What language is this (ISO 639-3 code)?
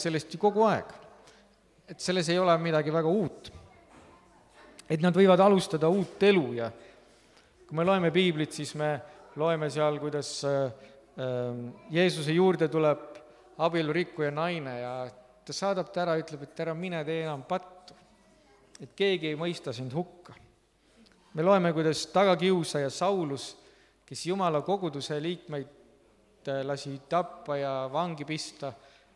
est